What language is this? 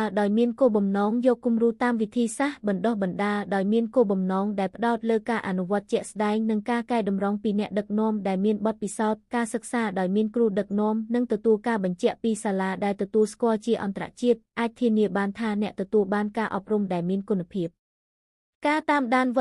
Khmer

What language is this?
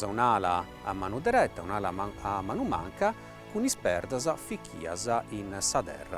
Sardinian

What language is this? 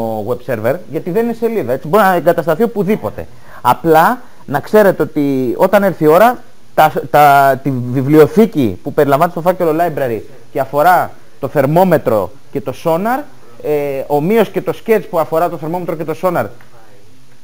Greek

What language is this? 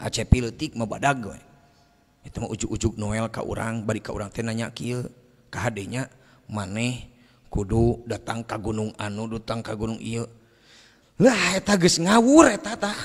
Sundanese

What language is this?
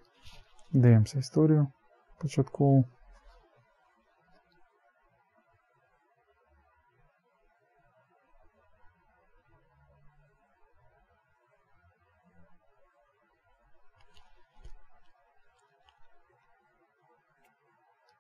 Ukrainian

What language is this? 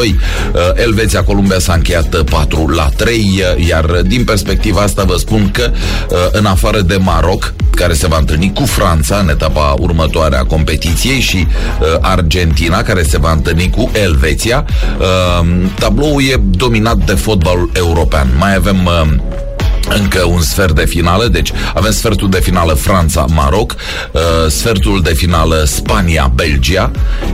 Romanian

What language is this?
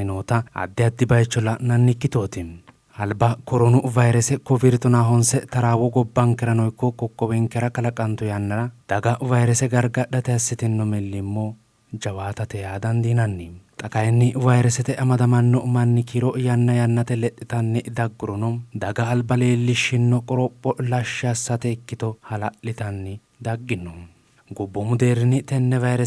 Sidamo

